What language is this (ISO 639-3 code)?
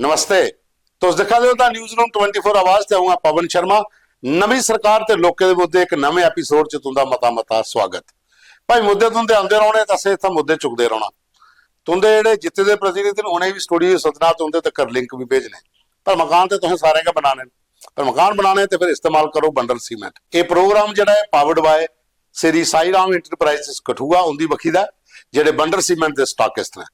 doi